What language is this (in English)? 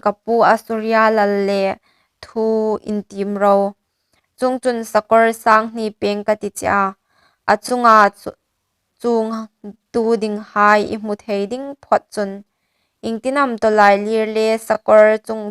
Hmar